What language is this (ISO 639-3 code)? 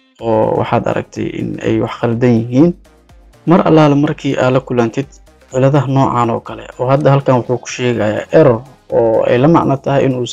som